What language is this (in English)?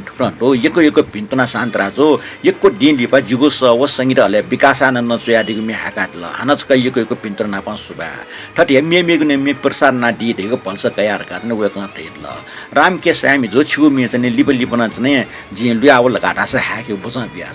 Newari